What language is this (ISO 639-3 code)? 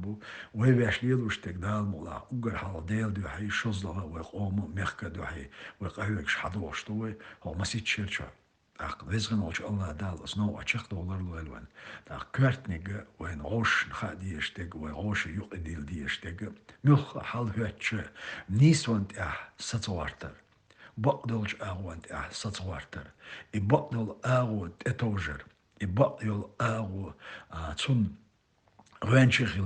che